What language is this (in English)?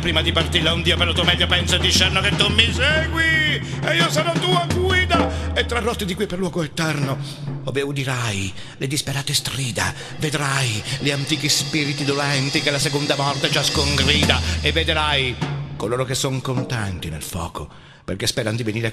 Italian